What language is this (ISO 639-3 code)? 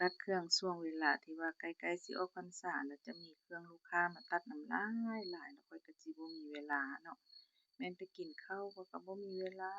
lao